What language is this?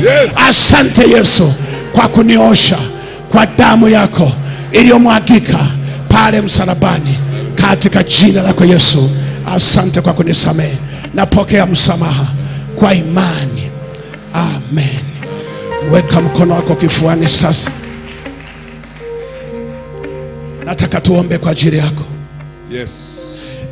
Swahili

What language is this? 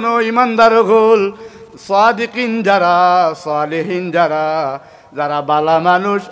Sylheti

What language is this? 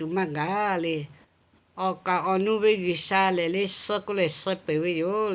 Lahu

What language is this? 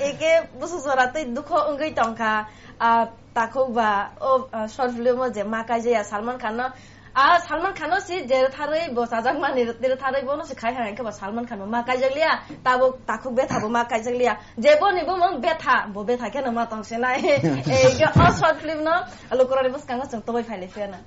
Kok Borok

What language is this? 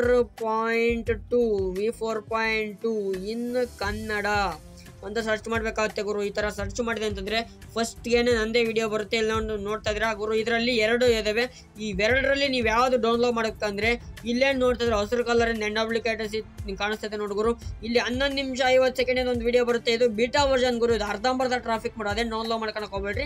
Kannada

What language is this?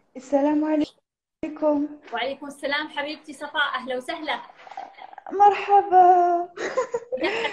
Arabic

